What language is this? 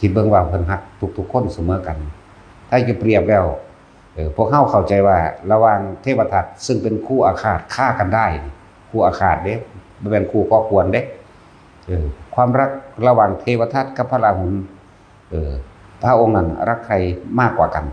Northeastern Thai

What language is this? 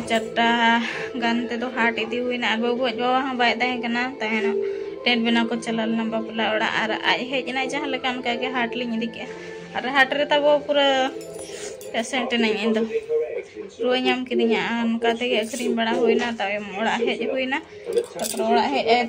Santali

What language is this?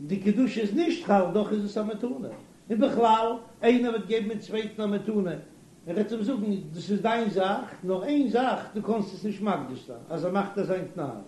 Yiddish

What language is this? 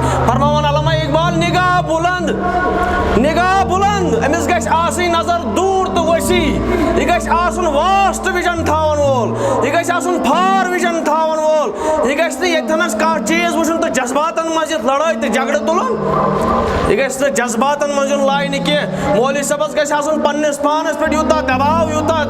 Kashmiri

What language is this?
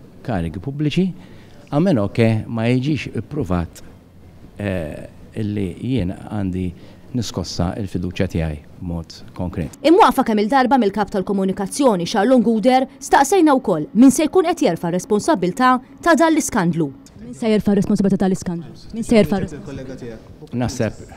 Maltese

